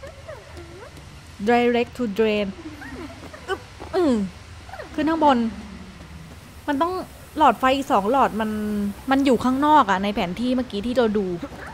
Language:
Thai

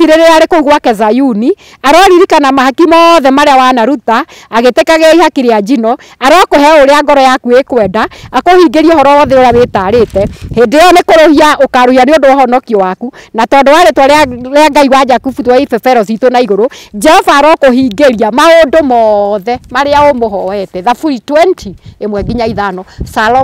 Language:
Kikuyu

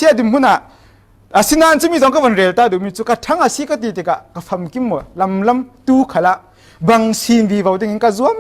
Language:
Falam Chin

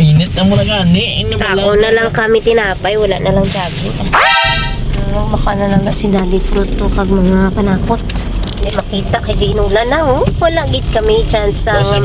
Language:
Hiligaynon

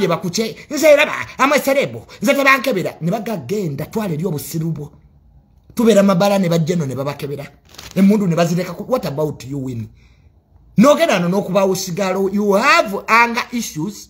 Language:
Ganda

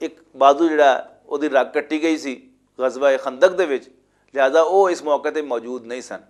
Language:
Western Panjabi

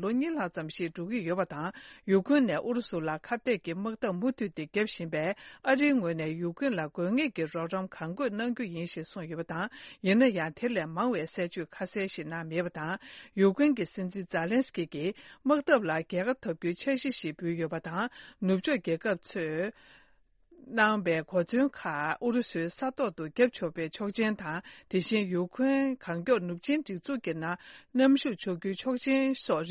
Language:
Tibetan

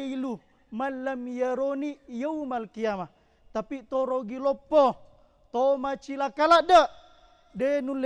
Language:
Buginese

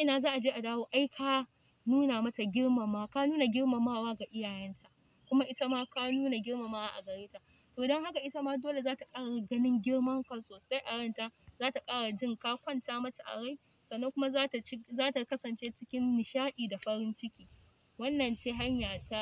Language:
Hausa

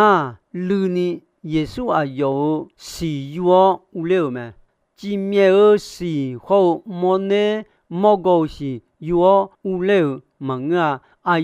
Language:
Akha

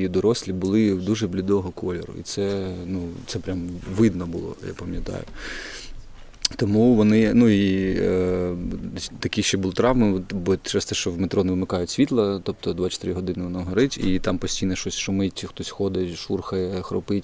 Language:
Ukrainian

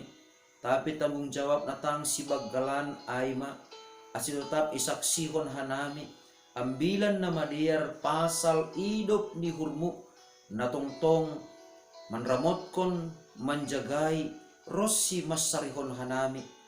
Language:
Batak Simalungun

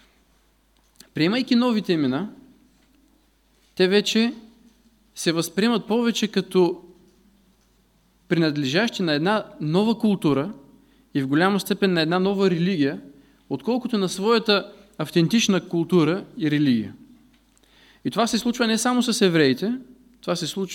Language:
Bulgarian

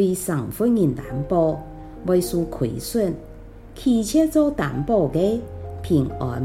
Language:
Hakka Chinese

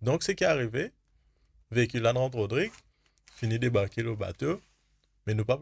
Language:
Morisyen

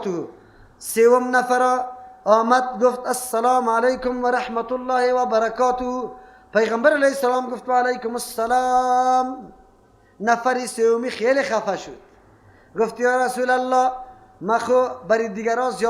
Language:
Persian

